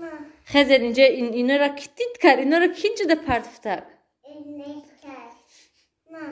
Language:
Tajik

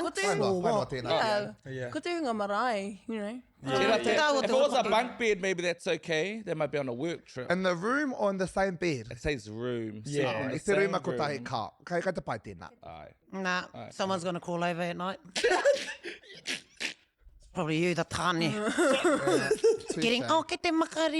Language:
Māori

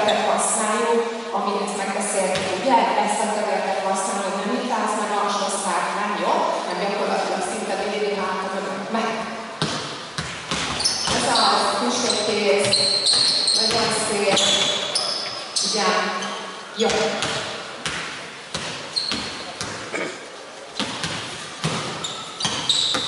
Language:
Hungarian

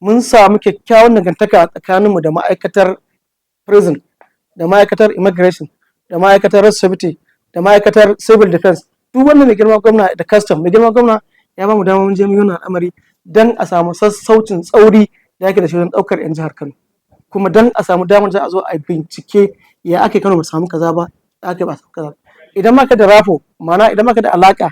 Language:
Hausa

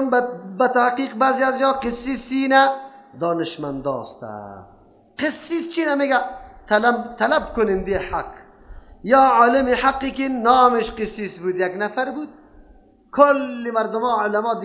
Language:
Persian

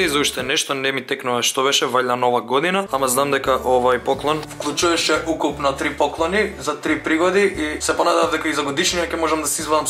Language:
Macedonian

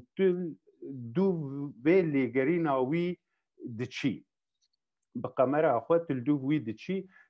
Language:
Kurdish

